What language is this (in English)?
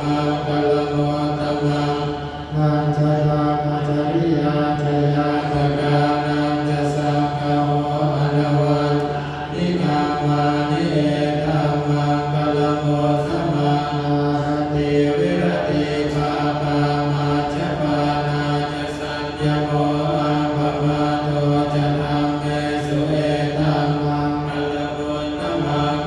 Pali